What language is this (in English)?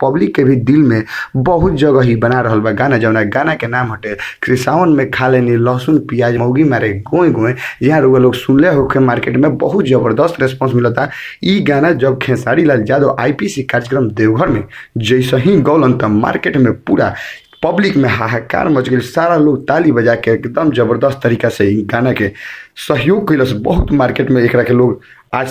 Bhojpuri